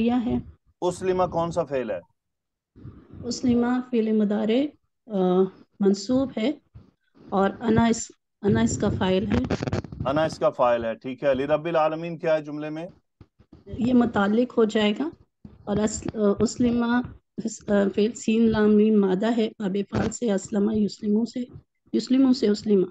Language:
Urdu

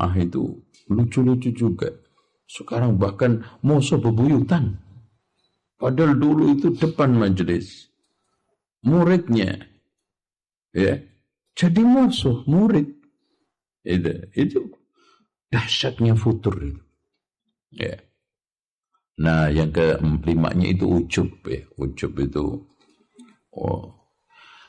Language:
Indonesian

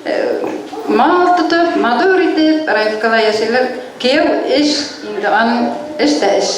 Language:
Bashkir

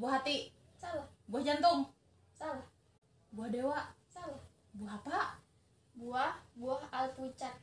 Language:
Banjar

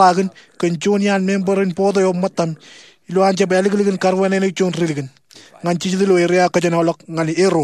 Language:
Marshallese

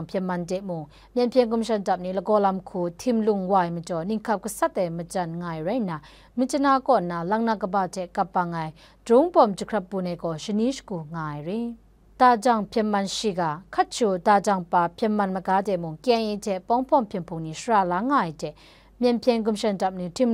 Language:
Kachin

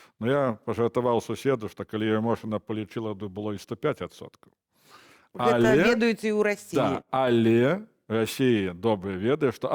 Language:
Belarusian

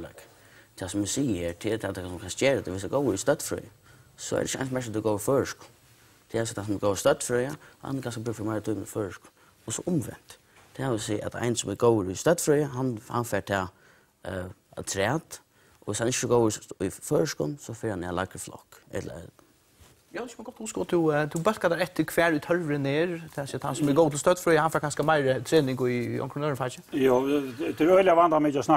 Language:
Faroese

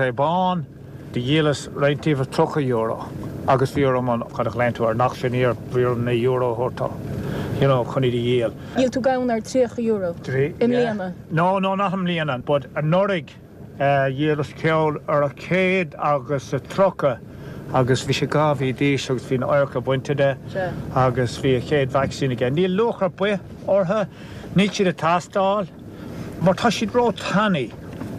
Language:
Irish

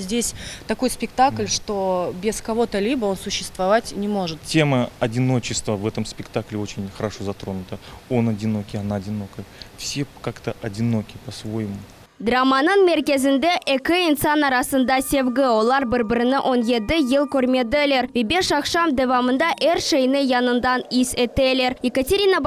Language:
Crimean Tatar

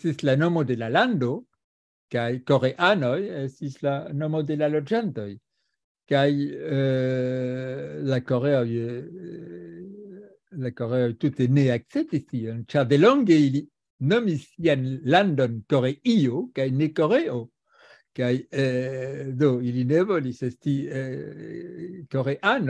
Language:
Esperanto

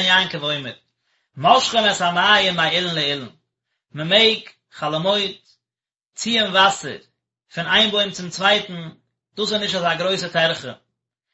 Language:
Yiddish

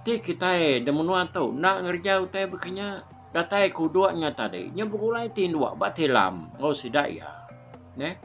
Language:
Iban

